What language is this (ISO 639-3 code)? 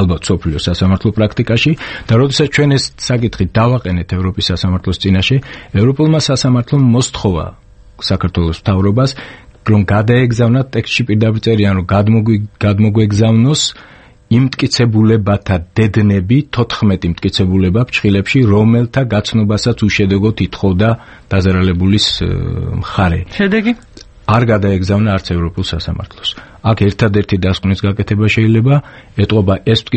kat